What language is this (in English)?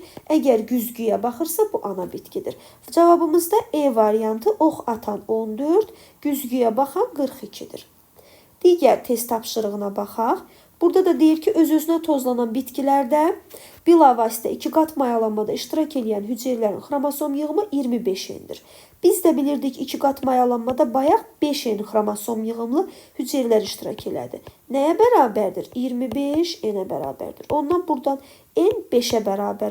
Azerbaijani